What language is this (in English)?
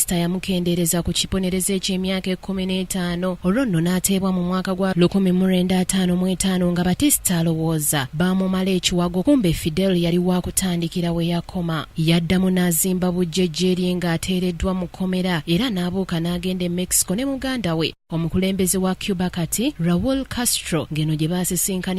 Ganda